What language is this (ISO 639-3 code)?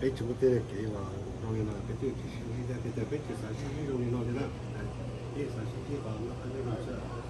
hmn